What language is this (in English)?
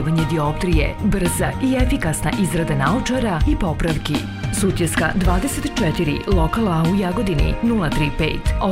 Serbian